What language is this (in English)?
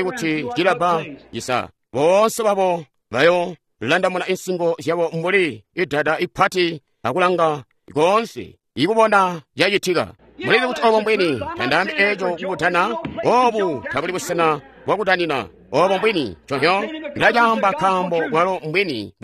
Tonga (Zambia)